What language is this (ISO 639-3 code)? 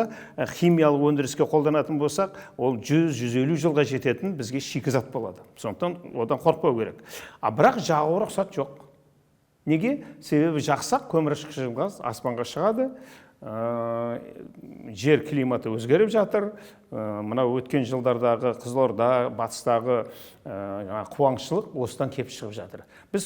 kaz